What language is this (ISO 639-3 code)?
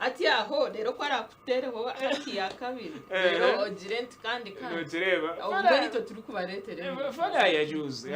nyn